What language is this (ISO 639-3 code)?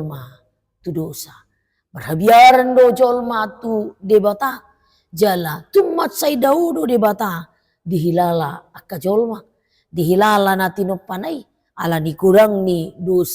bbc